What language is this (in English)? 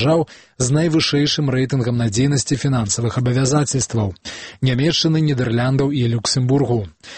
Belarusian